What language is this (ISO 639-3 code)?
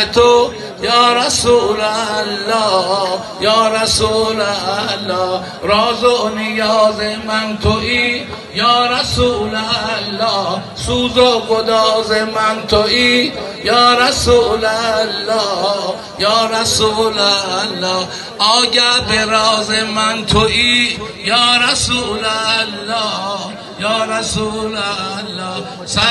fas